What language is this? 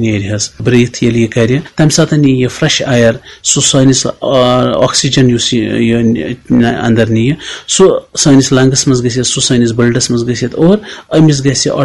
Kashmiri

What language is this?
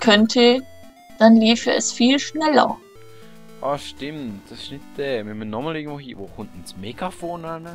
Swiss German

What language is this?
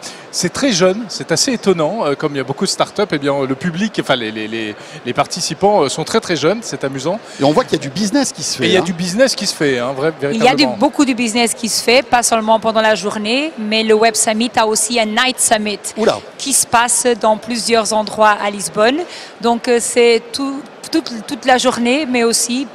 French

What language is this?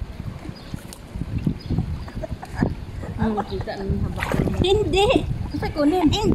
Filipino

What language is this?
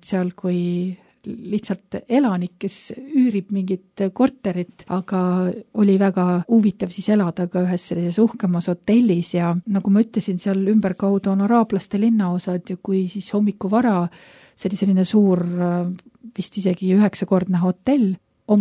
Estonian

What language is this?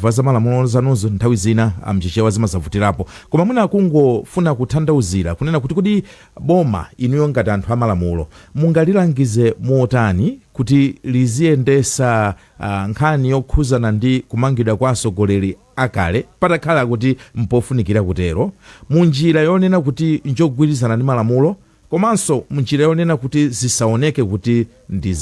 Nyanja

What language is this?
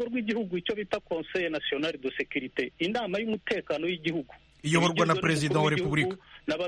Kinyarwanda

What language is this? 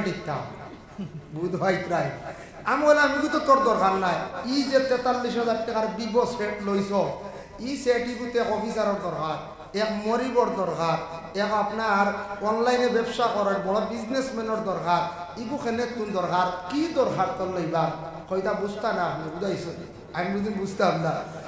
Sylheti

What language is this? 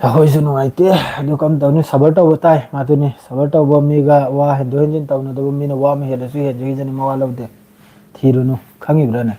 Manipuri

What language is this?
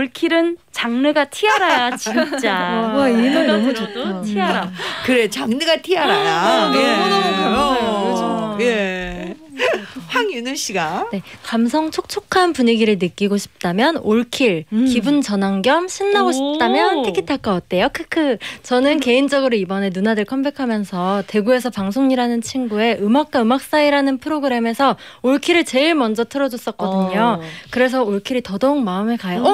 Korean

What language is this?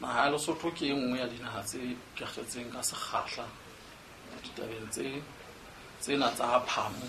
Southern Sotho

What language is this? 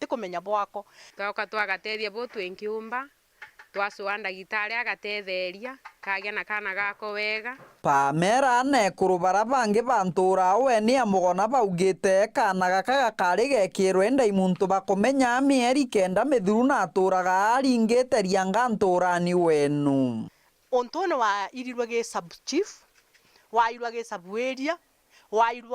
Meru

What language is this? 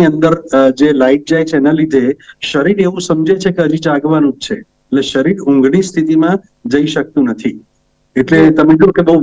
Gujarati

